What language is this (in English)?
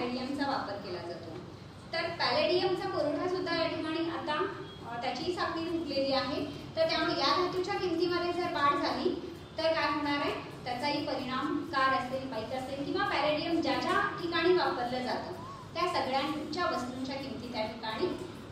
Marathi